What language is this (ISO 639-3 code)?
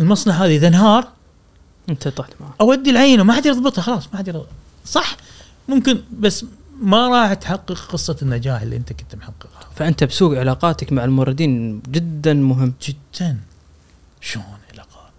afb